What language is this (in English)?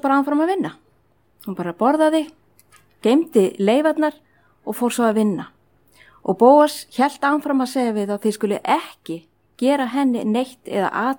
Icelandic